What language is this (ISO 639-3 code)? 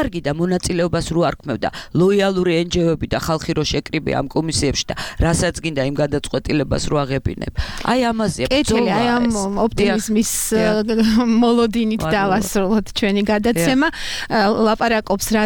kat